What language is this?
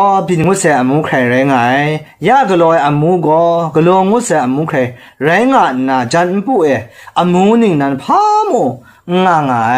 Kachin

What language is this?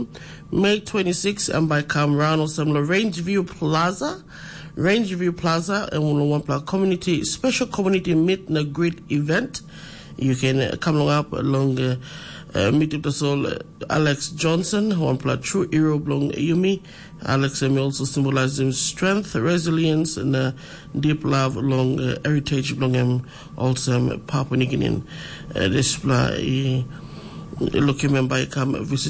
Tok Pisin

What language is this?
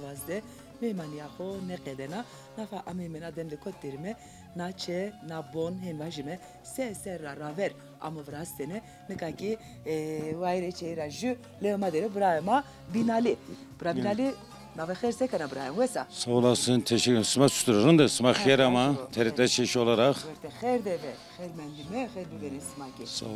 Zaza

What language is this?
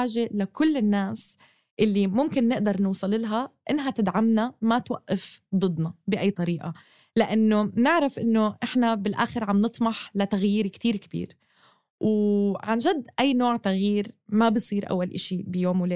North Levantine Arabic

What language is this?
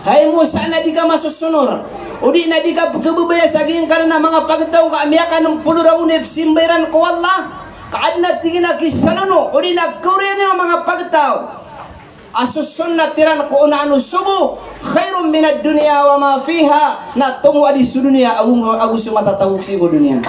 Maranao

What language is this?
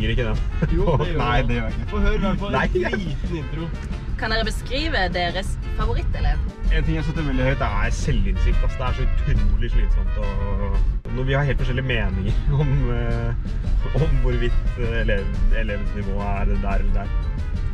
Norwegian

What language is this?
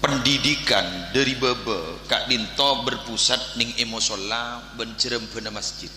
Madurese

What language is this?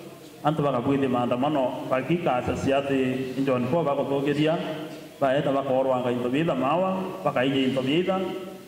Meru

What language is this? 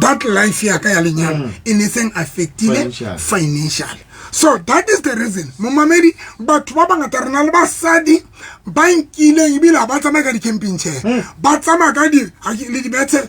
Southern Sotho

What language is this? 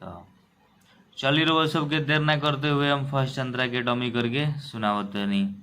Bhojpuri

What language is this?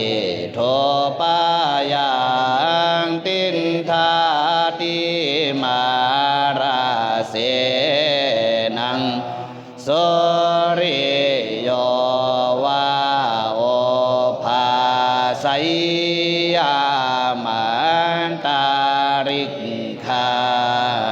Pali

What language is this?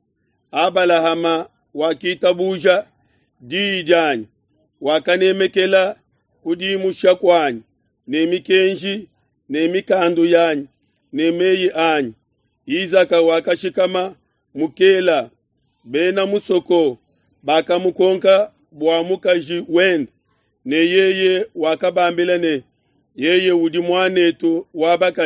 Luba-Lulua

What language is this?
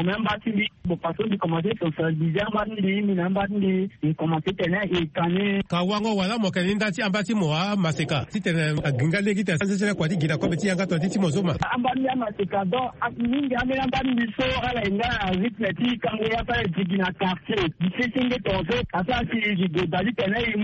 Sango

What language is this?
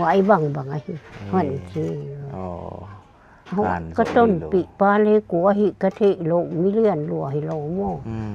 Paite Chin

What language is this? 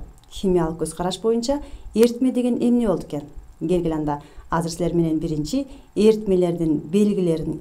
Kyrgyz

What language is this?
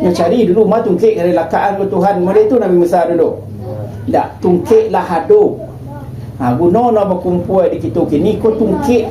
Minangkabau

